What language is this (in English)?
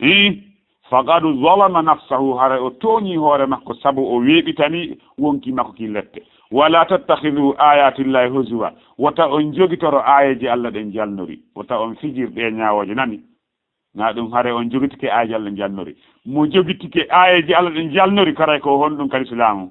Fula